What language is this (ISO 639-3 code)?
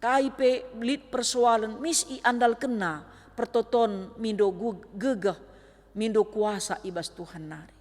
btx